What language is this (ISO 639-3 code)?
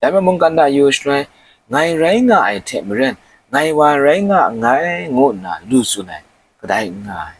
kac